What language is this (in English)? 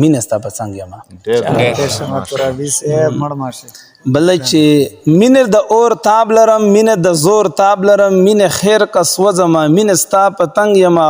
Pashto